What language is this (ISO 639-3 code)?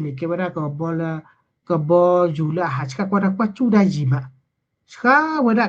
ksw